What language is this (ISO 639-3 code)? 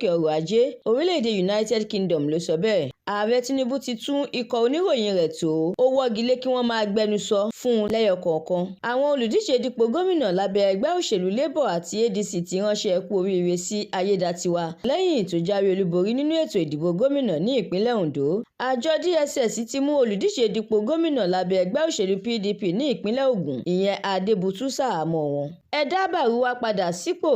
yor